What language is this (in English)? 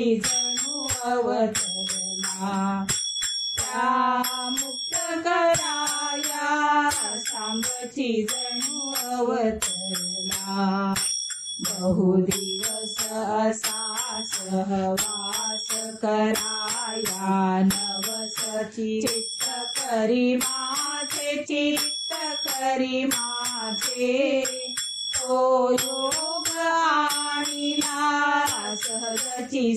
Marathi